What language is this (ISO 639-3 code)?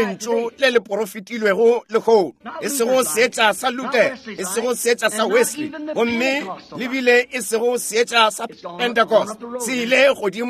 nso